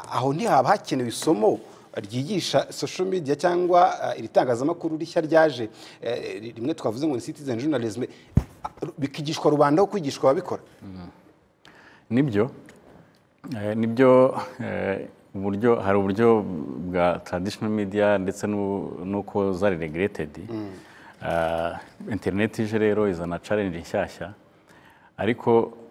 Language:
Kinyarwanda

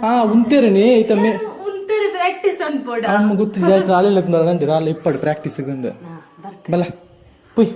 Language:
Tulu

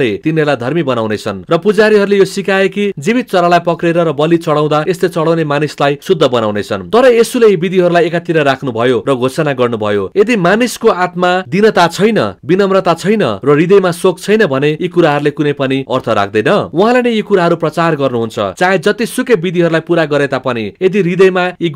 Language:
Nepali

